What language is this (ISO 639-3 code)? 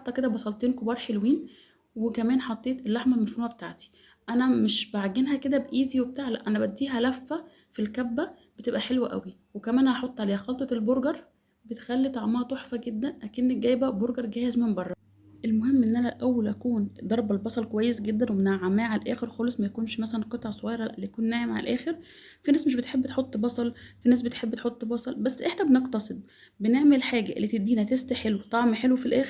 arz